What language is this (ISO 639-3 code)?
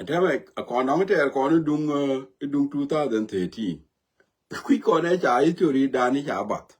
nus